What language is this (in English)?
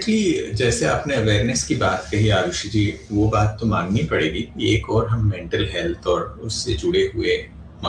Hindi